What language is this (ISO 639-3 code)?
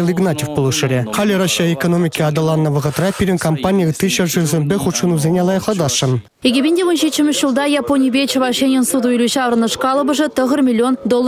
chv